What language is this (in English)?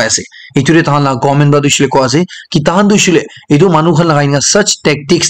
Naga Pidgin